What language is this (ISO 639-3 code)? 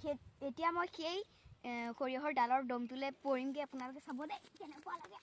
asm